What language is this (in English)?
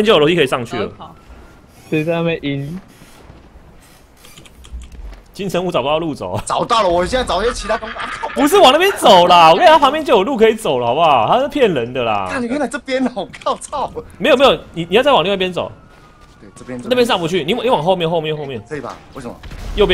Chinese